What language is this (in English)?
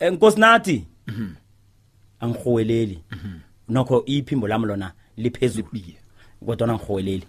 South Ndebele